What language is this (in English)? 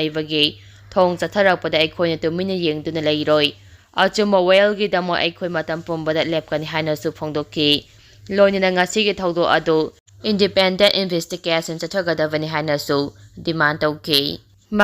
Manipuri